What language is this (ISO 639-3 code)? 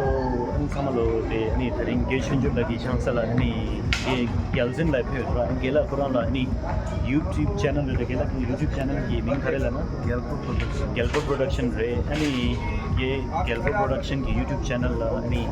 bod